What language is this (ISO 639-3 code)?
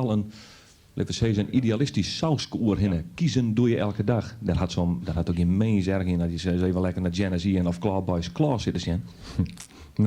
fry